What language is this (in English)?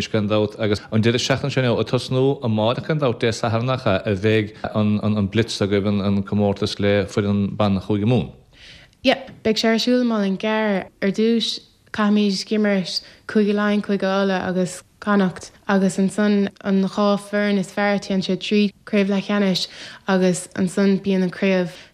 Irish